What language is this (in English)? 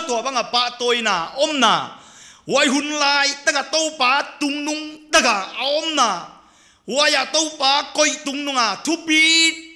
Paite Chin